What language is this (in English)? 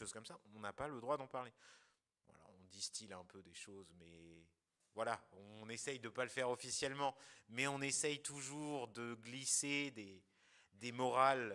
French